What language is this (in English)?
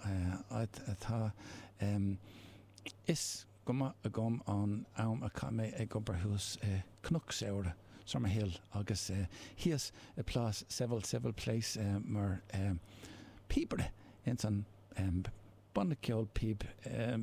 Irish